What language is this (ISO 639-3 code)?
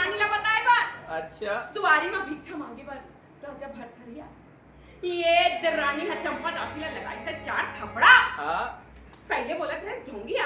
hne